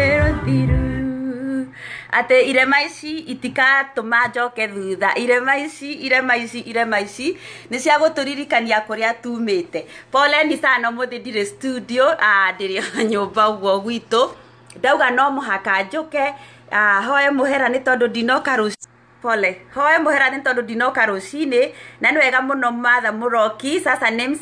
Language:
Kikuyu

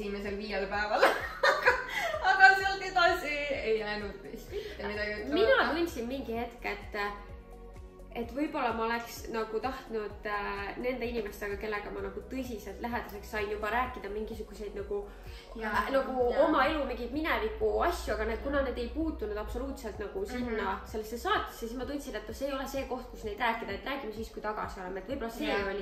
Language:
Estonian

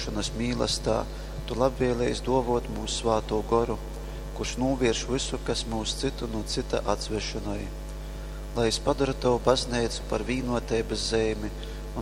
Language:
Latgalian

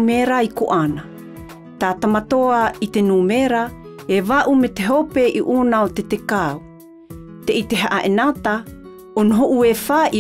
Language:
Tahitian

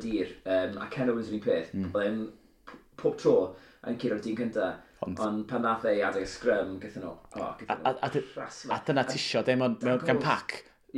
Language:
Welsh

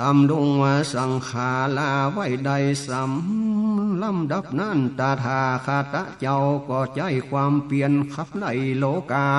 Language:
Northern Thai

